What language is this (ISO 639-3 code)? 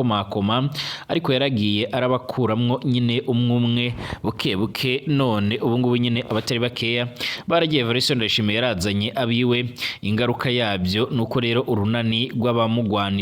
run